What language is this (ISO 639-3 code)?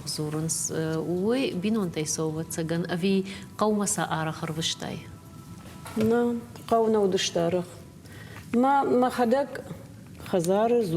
oss